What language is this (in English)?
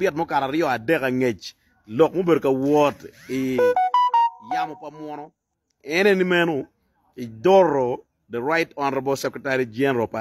Acoli